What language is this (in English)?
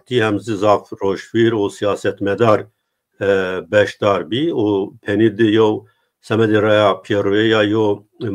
Zaza